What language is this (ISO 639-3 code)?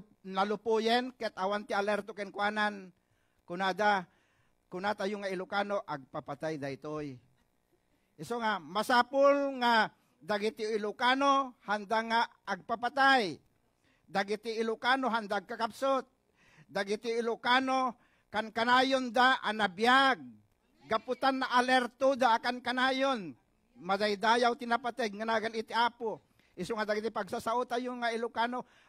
ilo